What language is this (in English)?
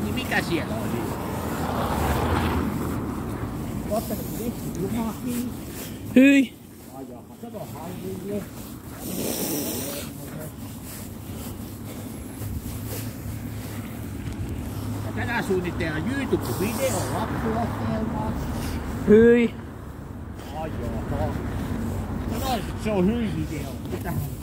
Finnish